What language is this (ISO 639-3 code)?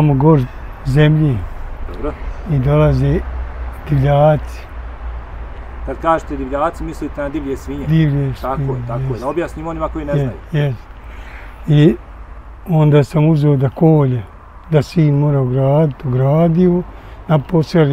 bos